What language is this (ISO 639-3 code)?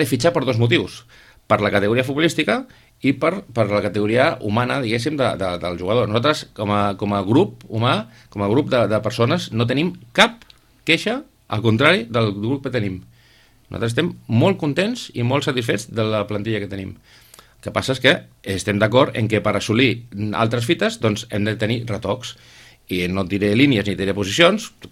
cat